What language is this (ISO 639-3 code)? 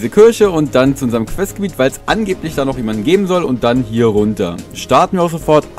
deu